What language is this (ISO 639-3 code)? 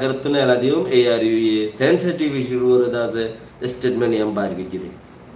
rhg